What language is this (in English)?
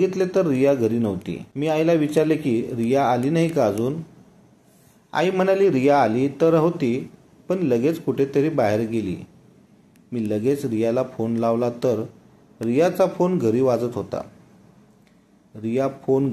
Marathi